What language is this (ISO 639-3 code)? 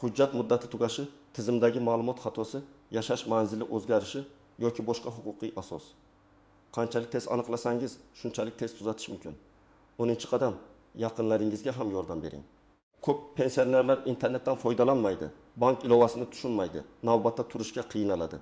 uzb